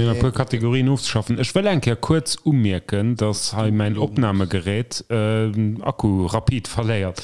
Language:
Luxembourgish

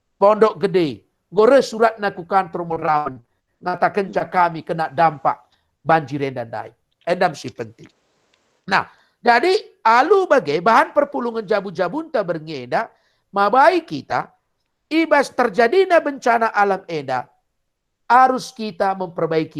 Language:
Batak Karo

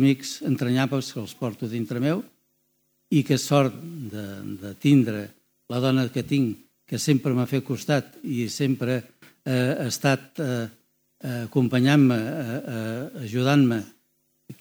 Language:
Catalan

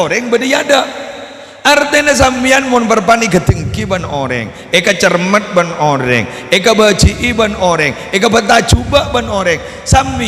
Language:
Madurese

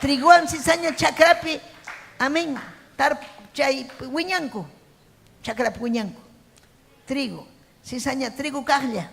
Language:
Ayacucho Quechua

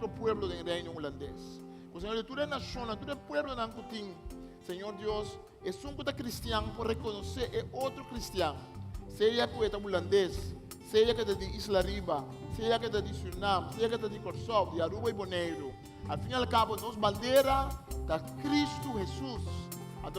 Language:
Papiamento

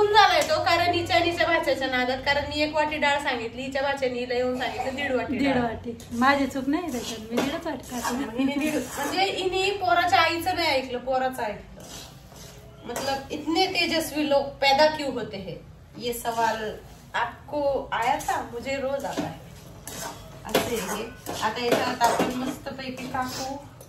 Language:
Marathi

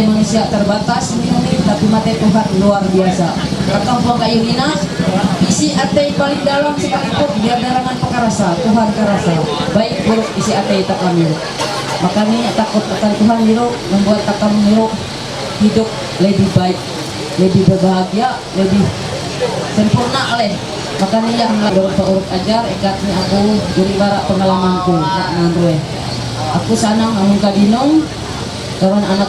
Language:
Ma'anyan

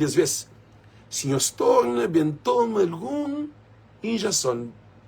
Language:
Kabuverdianu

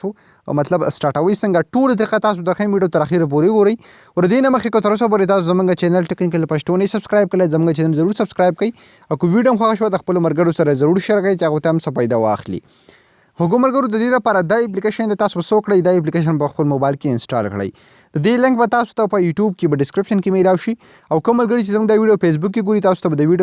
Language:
Pashto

